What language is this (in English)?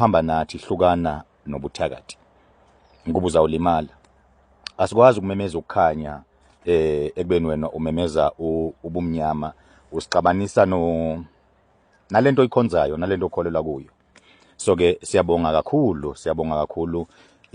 Zulu